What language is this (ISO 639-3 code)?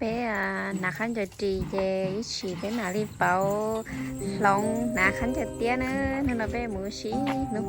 hmn